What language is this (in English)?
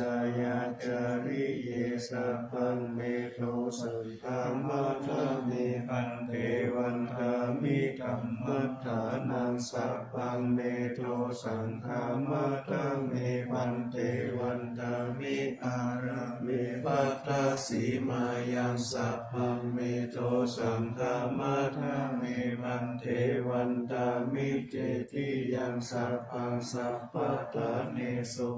Pali